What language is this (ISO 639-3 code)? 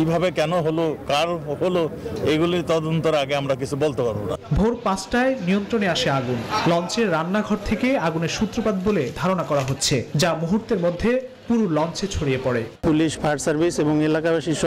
ben